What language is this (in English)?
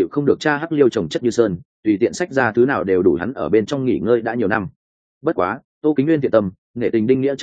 Vietnamese